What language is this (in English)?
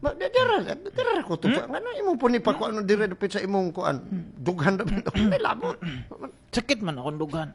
Cebuano